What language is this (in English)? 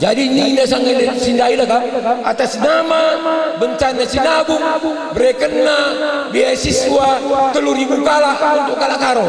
Batak Karo